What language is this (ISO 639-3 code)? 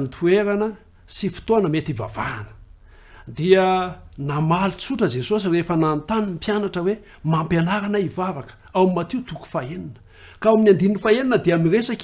mlg